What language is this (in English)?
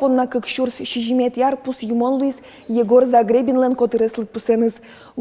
Udmurt